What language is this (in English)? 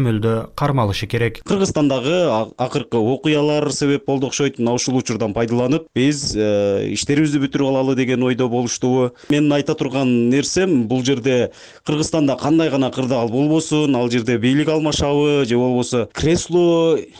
Kyrgyz